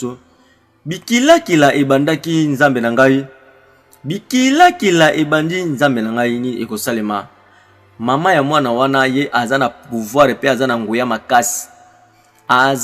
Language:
Lingala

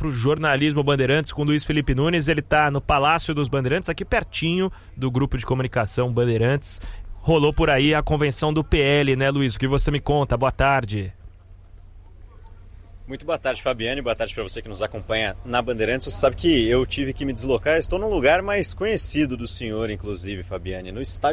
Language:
Portuguese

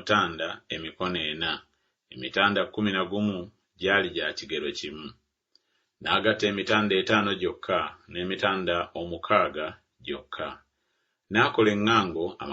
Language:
Ganda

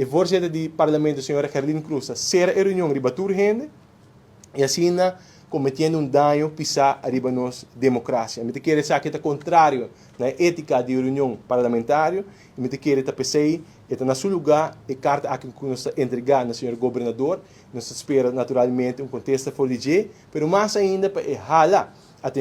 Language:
Papiamento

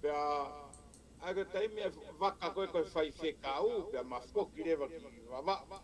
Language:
Tongan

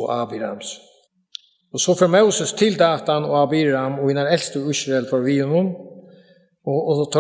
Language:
Faroese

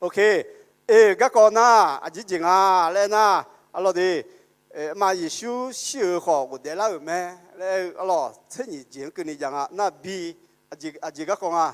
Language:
Akha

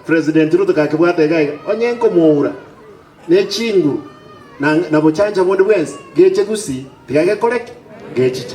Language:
Gusii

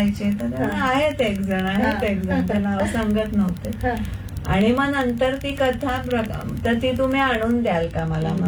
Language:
Marathi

